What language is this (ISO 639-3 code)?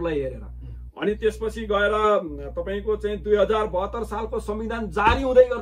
nep